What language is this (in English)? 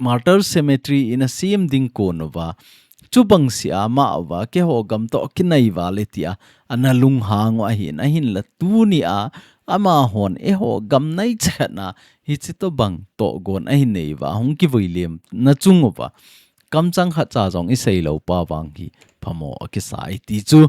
Thado Chin